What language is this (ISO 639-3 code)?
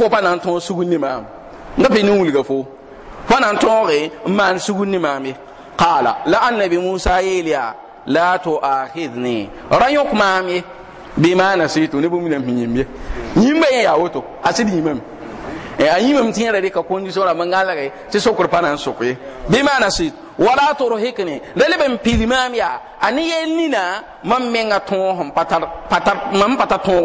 mos